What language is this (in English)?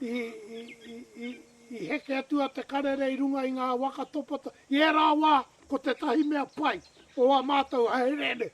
Māori